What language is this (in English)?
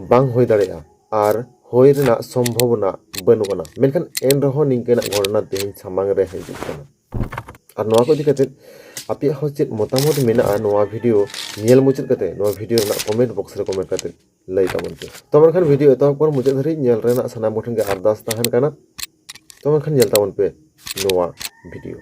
Santali